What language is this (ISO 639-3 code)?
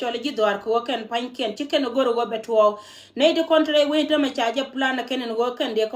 nus